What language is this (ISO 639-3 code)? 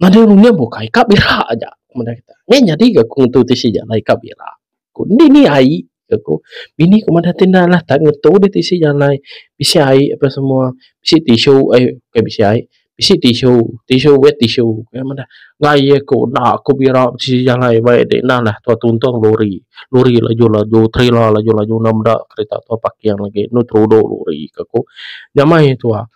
iba